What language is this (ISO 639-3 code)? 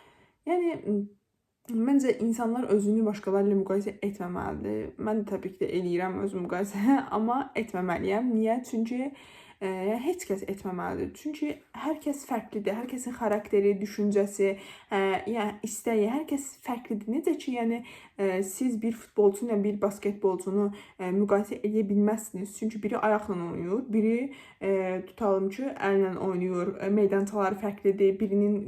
aze